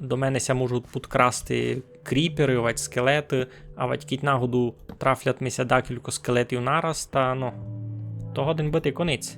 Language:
Rusyn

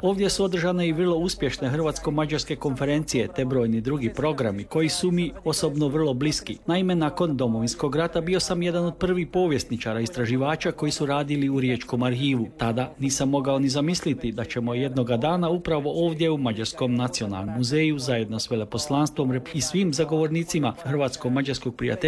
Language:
Croatian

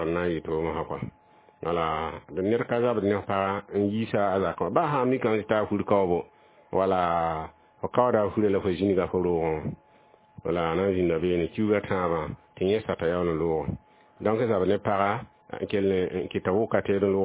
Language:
Mossi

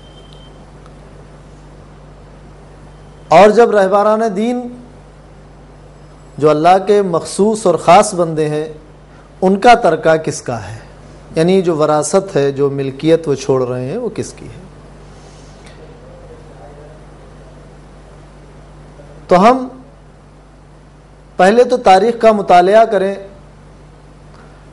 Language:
Urdu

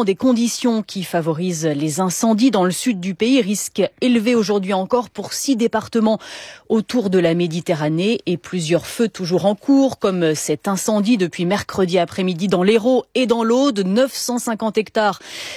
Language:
French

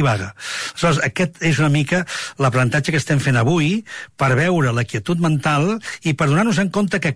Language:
Catalan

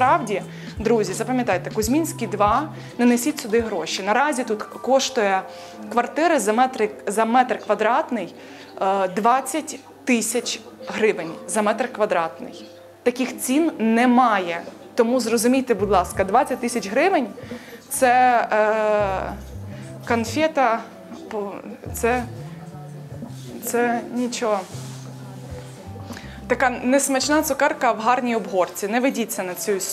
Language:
Ukrainian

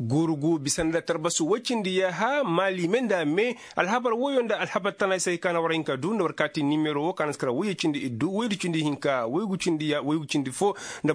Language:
Koyraboro Senni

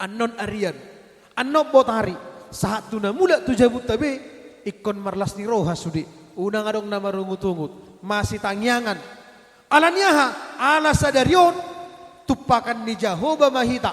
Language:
Batak Toba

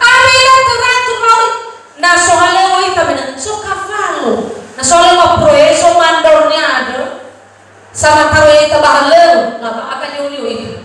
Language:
Nias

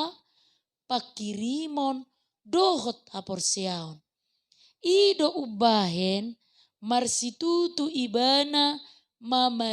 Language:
Batak Toba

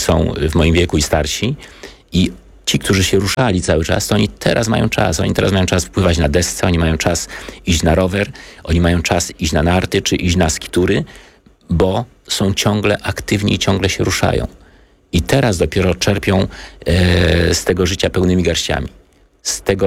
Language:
Polish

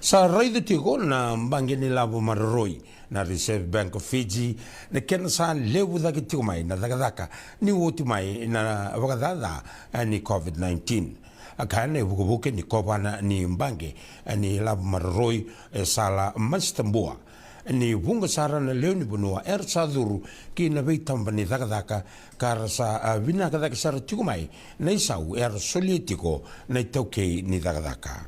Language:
Fijian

